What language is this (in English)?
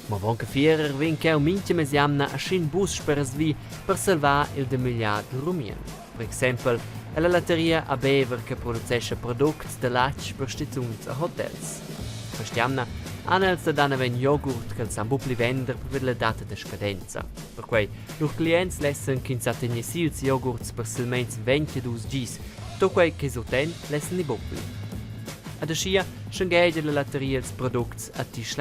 Romansh